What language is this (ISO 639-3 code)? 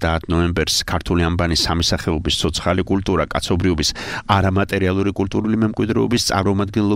kat